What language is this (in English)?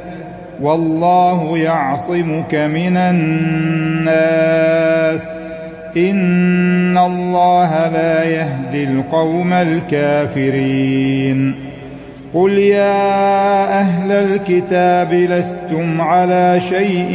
Arabic